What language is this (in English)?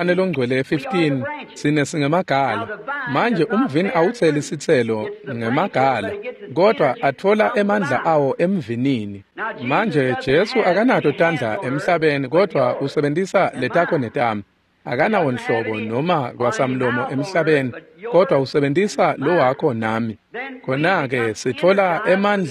Swati